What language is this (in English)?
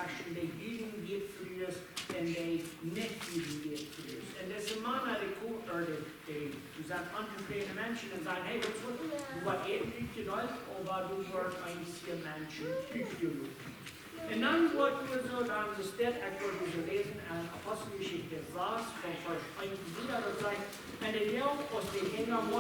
Plautdietsch